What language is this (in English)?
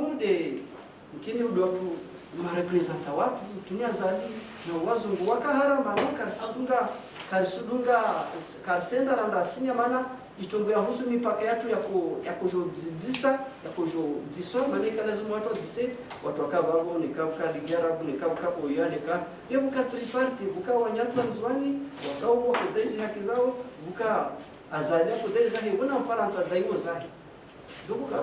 Ngazidja Comorian